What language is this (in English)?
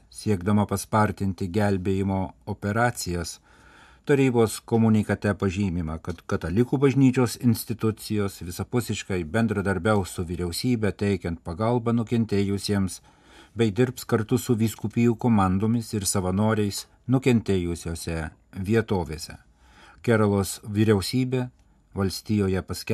Lithuanian